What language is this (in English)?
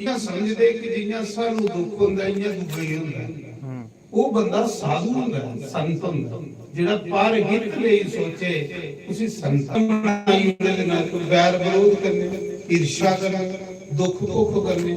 Dogri